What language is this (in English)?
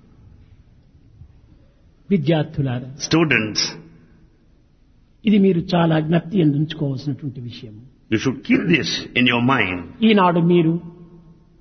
Telugu